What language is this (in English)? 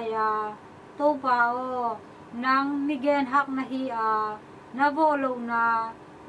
Tedim Chin